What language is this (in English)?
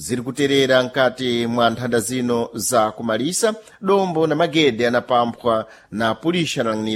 Sena